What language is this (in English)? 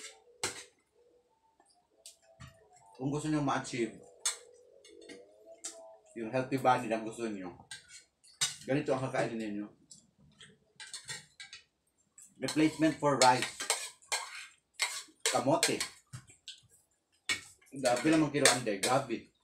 Filipino